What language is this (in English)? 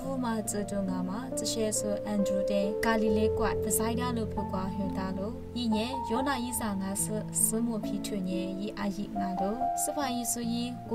Lisu